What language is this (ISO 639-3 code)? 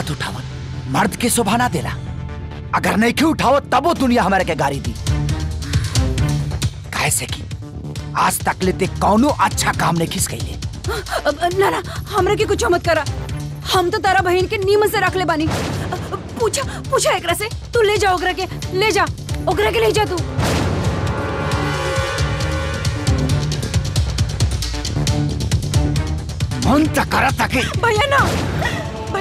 bho